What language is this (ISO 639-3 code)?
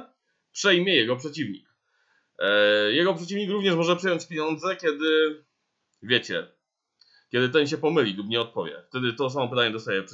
pol